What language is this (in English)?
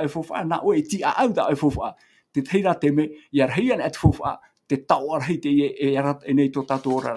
Tahitian